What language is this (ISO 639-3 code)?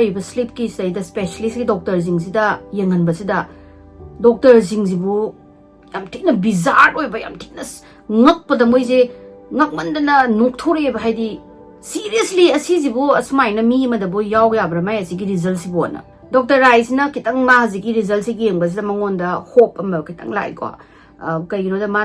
mni